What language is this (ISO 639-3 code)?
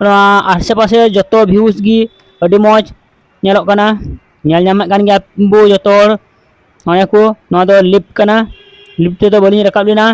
sat